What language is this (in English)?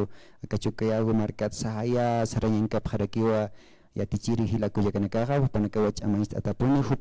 Aymara